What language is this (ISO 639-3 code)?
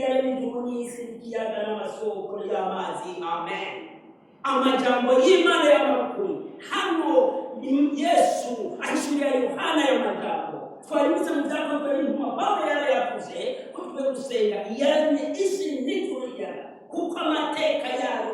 run